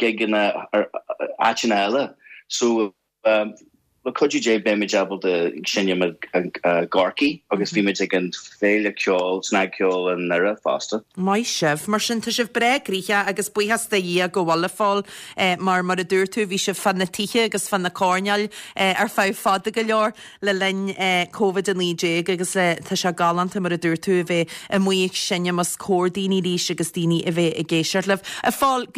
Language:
Irish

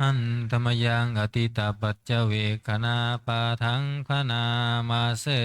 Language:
Pali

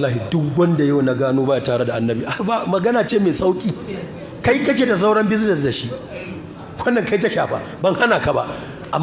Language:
Hausa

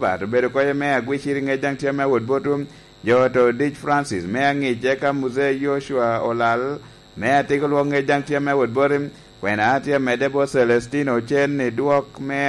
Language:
Lango (Uganda)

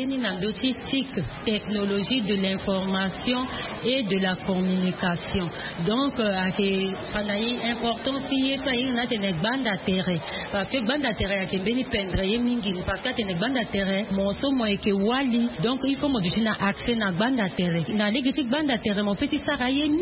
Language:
Sango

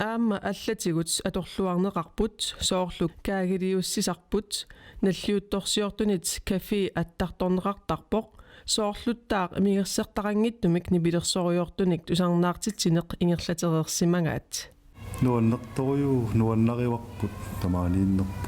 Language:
Kalaallisut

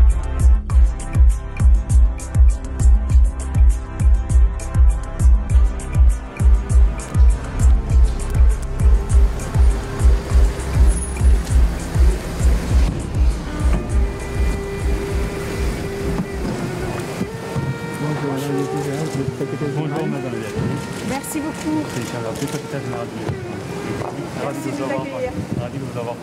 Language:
French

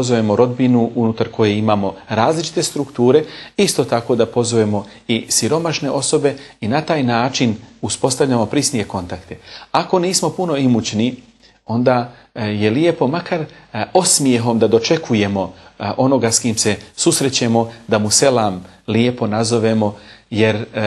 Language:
Bosnian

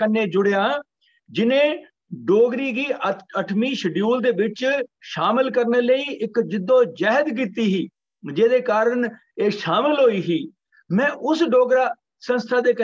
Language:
Dogri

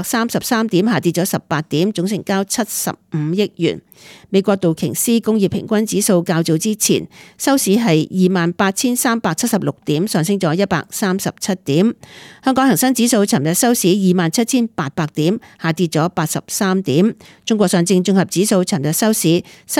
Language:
Cantonese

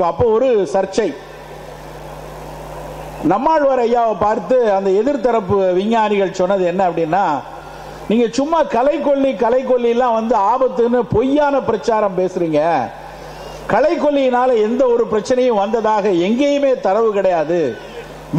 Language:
Tamil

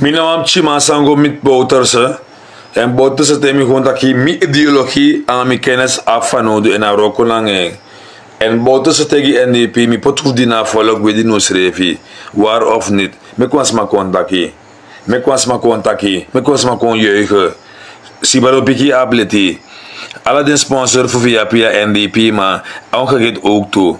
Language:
Sranan Tongo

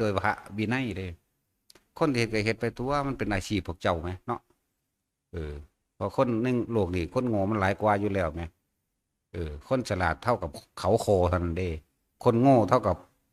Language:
Northeastern Thai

